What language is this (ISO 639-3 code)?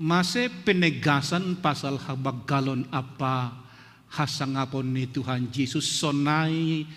bts